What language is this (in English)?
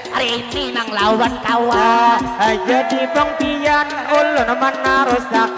Banjar